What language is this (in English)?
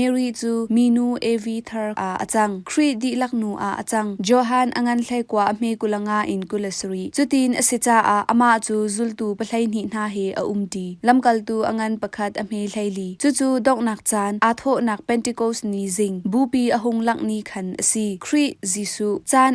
Hakha Chin